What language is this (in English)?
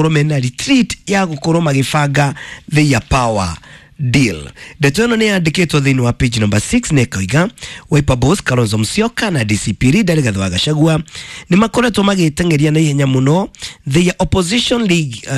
Kikuyu